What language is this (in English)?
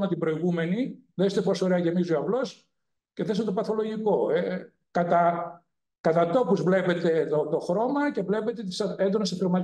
Greek